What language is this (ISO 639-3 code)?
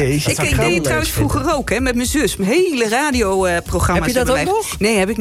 nld